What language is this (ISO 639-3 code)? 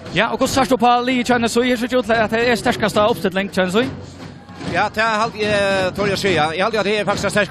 fao